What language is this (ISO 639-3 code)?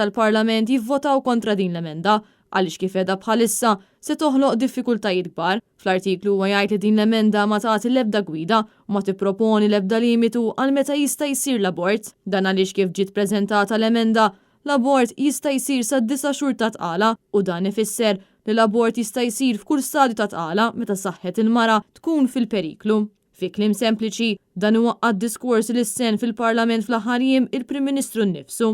mlt